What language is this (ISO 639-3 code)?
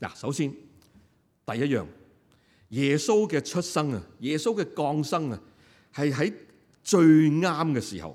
yue